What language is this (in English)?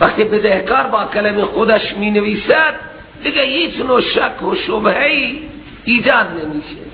Persian